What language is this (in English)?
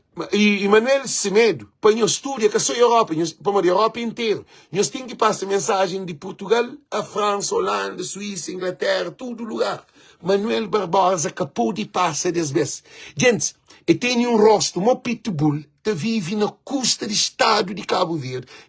Kabuverdianu